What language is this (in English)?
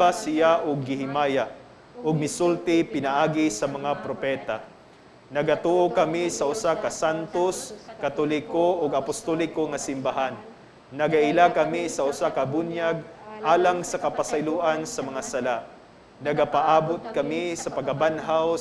Cebuano